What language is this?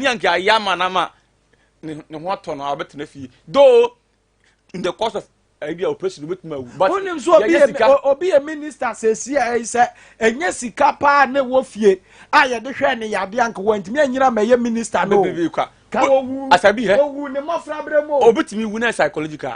Akan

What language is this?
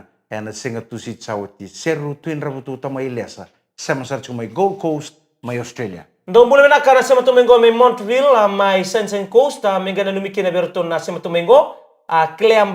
Fijian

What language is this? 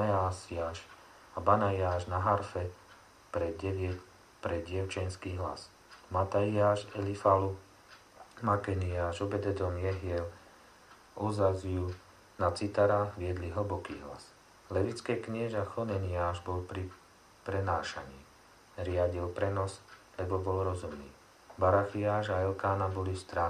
Slovak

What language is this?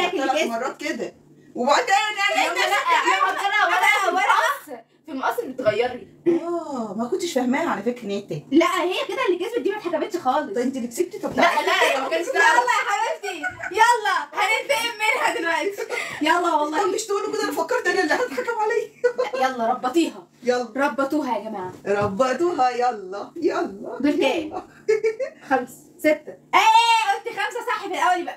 Egyptian Arabic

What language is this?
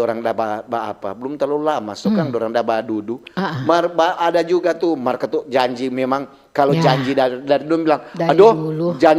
Manado Malay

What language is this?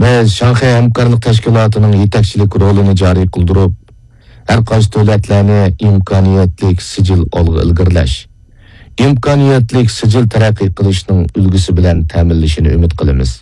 Uyghur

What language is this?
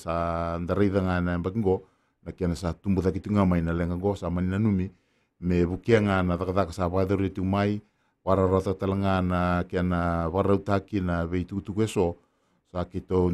Fijian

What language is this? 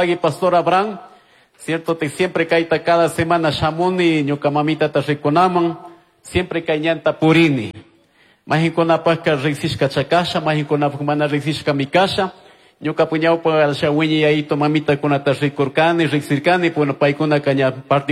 Chimborazo Highland Quichua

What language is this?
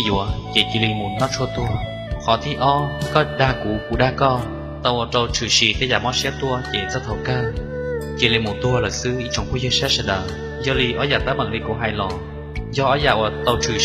Hmong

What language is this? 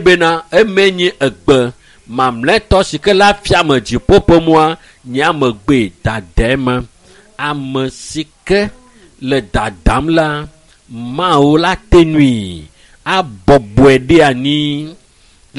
Ewe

